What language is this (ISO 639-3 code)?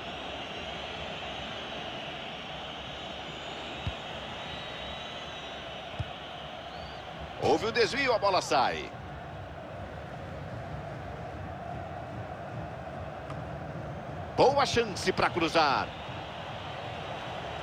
por